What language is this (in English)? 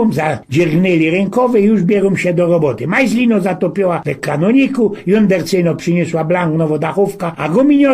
Silesian